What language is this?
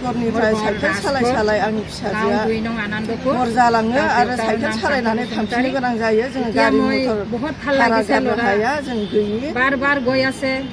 Bodo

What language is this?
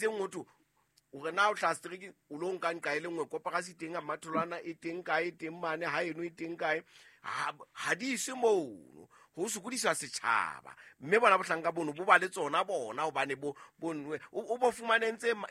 Southern Sotho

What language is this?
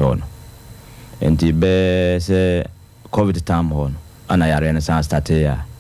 Akan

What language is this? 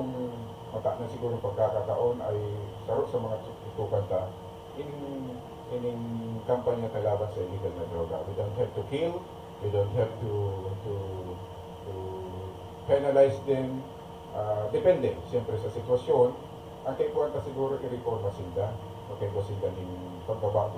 Bikol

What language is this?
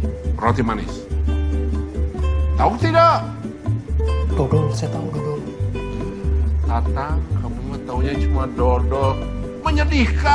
Indonesian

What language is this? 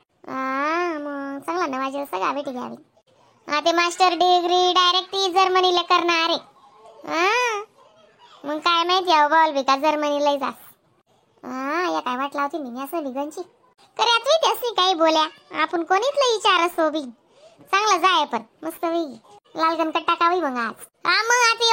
Khandesi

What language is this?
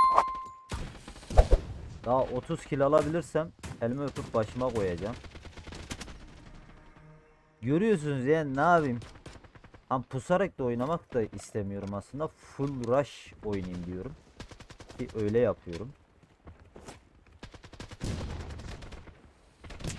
Turkish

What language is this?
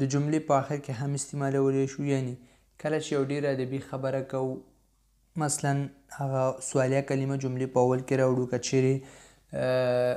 Pashto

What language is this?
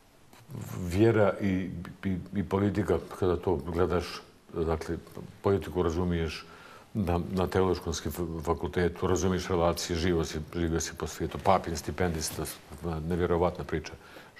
Bosnian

